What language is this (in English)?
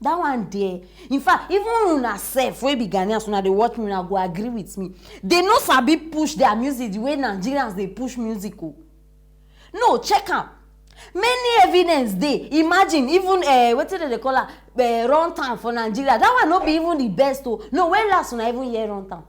Nigerian Pidgin